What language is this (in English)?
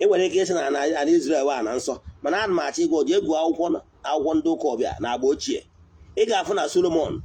Igbo